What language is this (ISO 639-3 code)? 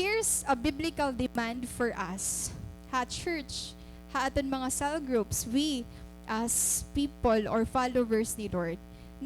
war